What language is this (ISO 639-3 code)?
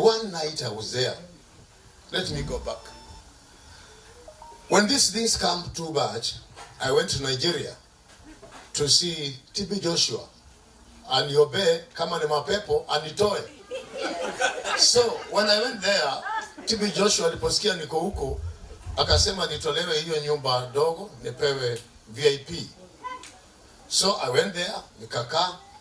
swa